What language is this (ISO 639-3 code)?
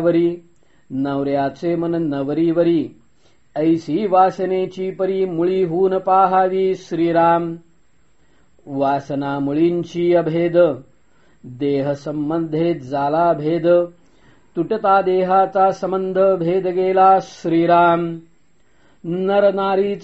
mar